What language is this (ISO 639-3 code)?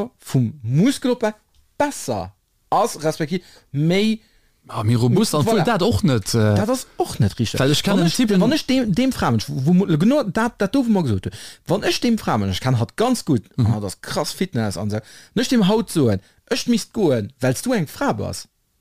ltz